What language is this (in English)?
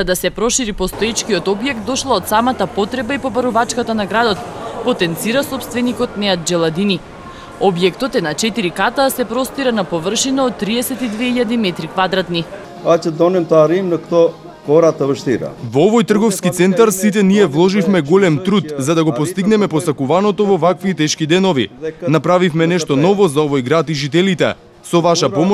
Macedonian